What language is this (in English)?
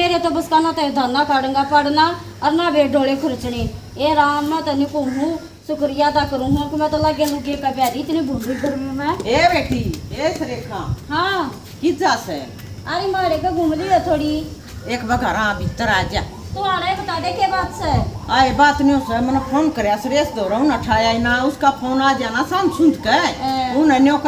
Haryanvi